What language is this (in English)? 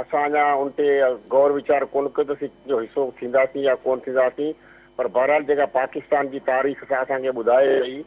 Sindhi